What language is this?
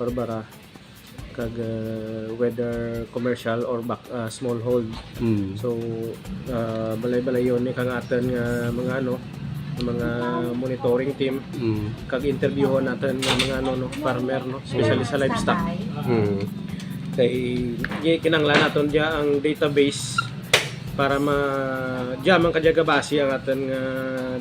Hiligaynon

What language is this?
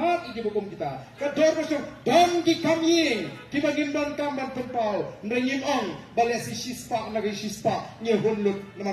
Khasi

